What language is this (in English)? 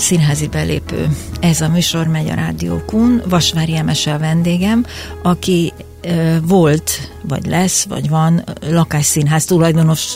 Hungarian